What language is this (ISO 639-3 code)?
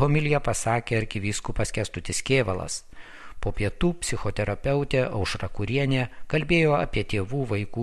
lit